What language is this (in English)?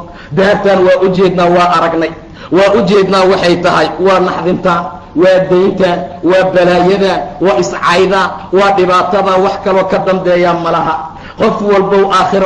Somali